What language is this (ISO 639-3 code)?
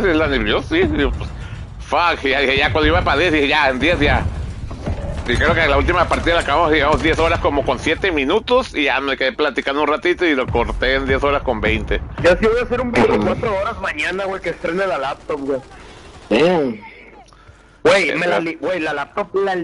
spa